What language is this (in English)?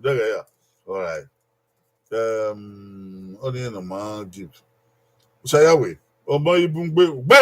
Bini